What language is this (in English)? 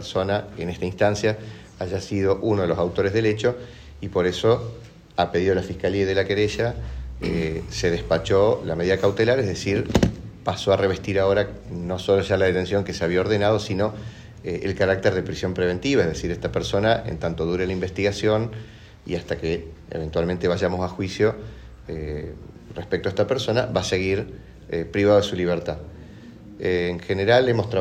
Spanish